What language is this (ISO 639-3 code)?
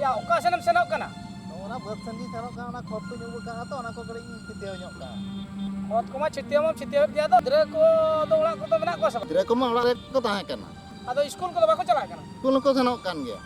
sat